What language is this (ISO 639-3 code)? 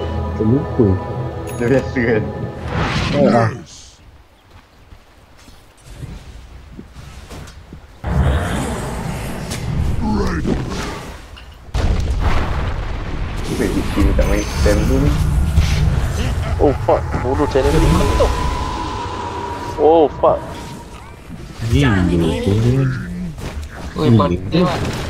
msa